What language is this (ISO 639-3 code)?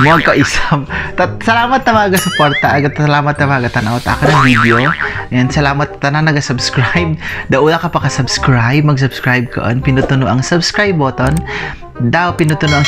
cgc